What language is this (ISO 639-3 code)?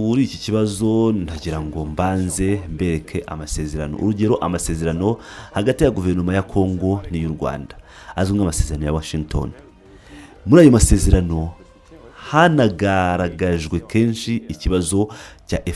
kin